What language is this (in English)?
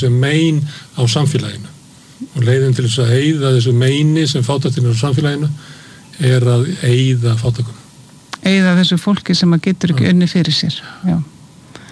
Icelandic